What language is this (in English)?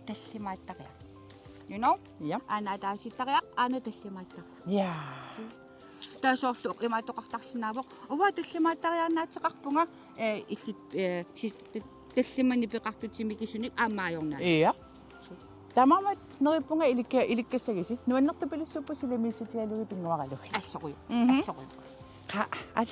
Kalaallisut